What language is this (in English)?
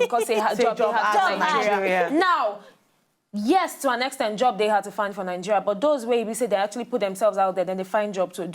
Nigerian Pidgin